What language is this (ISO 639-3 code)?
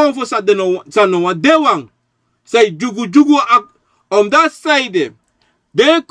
srn